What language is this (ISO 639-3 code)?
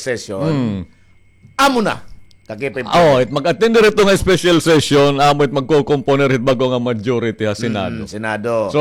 war